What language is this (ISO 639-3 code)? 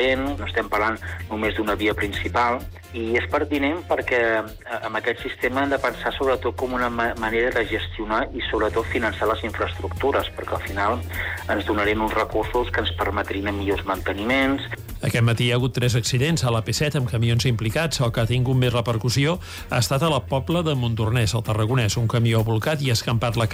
cat